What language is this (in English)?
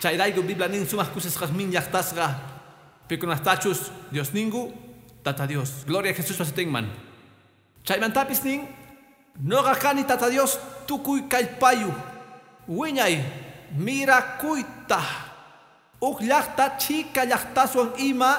Quechua